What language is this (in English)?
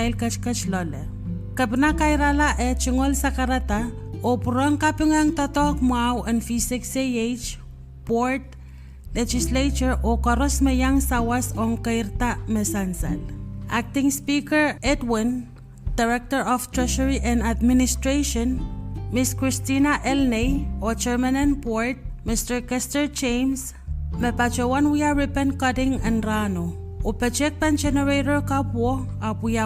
Pohnpeian